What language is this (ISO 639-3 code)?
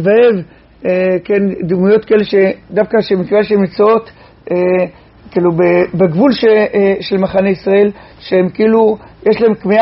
heb